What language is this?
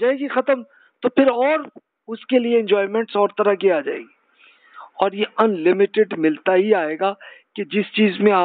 Urdu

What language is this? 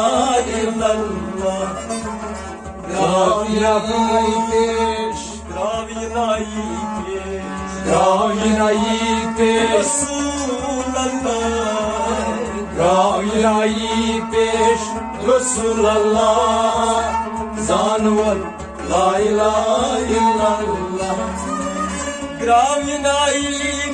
Kashmiri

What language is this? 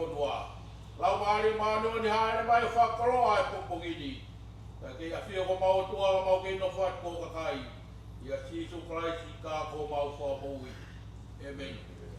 Tongan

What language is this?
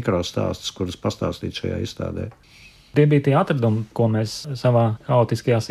Latvian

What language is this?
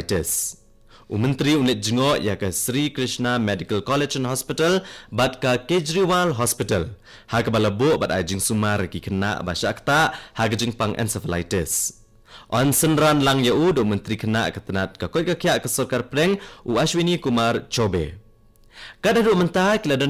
Khasi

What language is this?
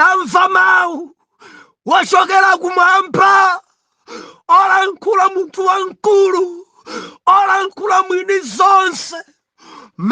Nyanja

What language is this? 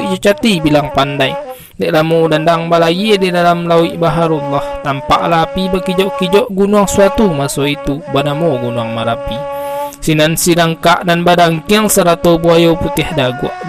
Minangkabau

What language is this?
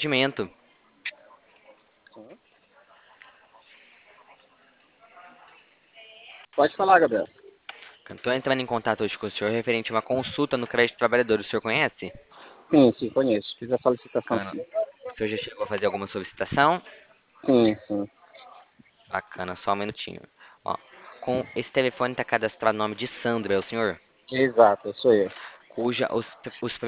Portuguese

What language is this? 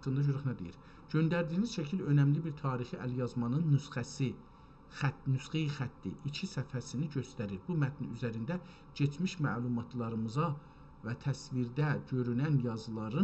South Azerbaijani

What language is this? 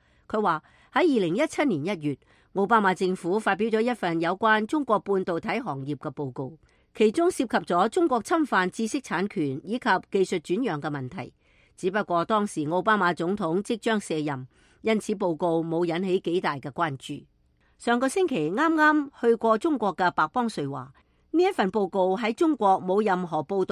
Cantonese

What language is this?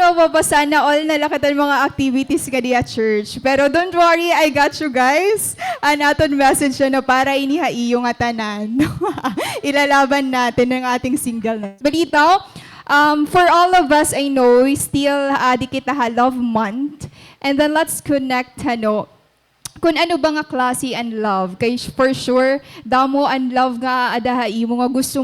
Waray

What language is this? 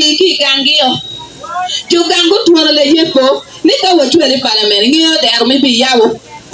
Acoli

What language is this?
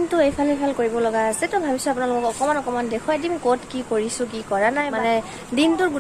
Assamese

